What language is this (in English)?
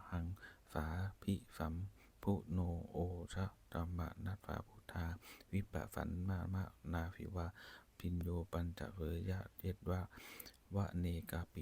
Pali